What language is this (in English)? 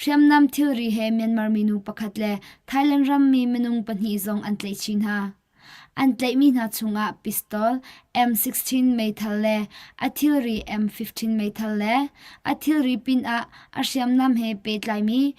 Hakha Chin